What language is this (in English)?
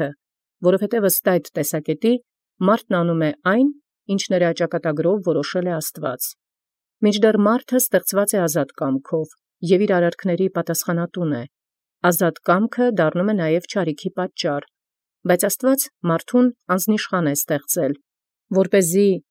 Armenian